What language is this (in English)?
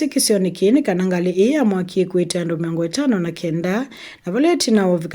Kamba